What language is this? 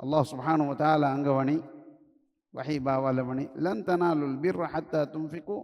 Divehi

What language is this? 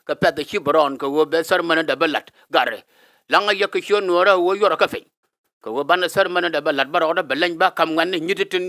Nuer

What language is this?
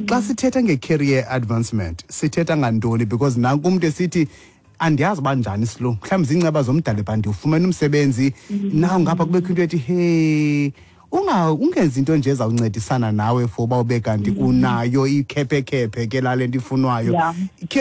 Xhosa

